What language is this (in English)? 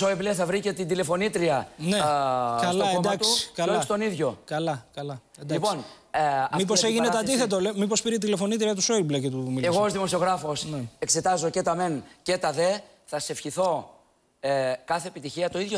Greek